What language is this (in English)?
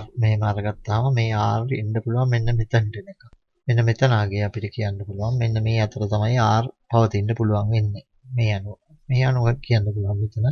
Sinhala